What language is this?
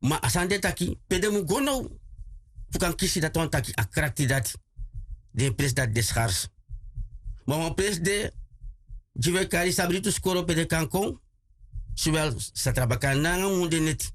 Sranan Tongo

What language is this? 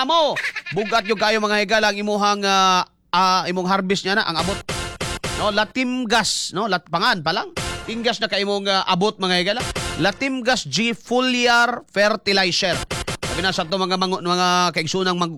Cebuano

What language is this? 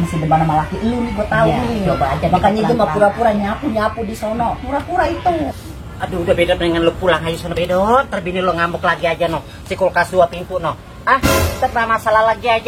Betawi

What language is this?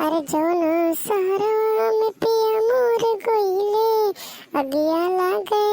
Awadhi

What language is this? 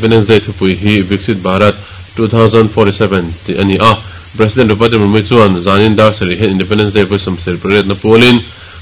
Mizo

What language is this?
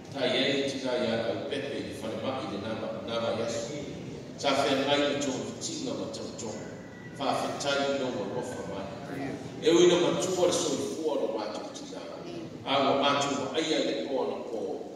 Samoan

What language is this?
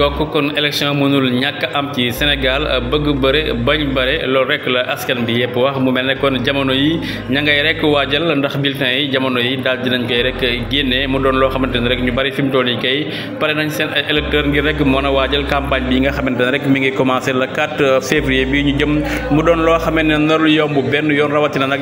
Wolof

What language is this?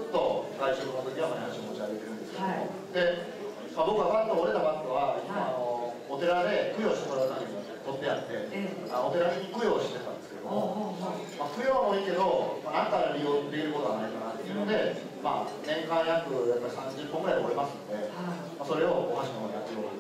Japanese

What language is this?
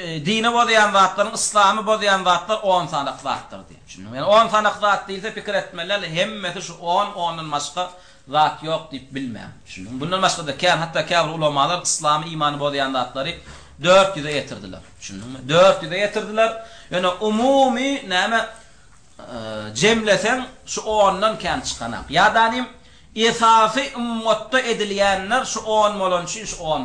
Turkmen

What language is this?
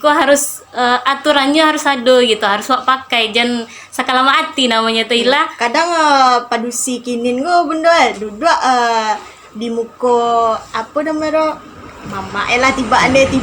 Minangkabau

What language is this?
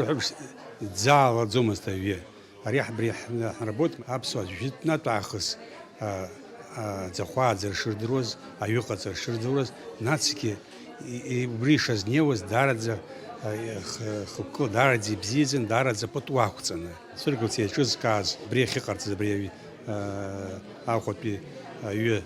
Abkhazian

